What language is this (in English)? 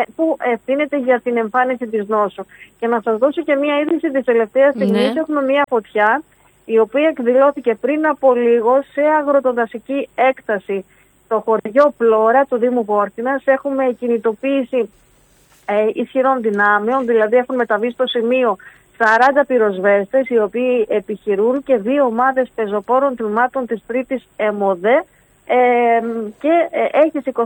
Greek